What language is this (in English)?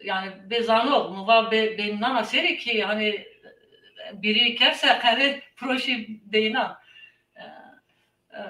Zaza